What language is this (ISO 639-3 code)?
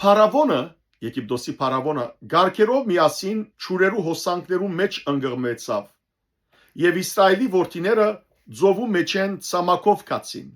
hyw